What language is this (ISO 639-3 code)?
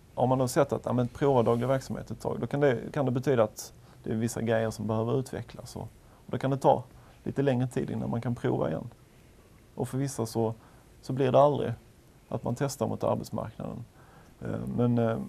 swe